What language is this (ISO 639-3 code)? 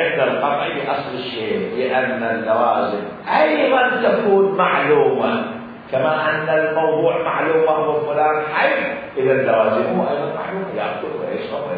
acm